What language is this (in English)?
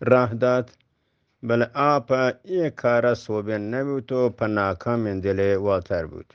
Eastern Balochi